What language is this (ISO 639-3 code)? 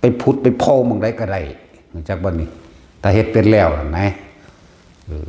tts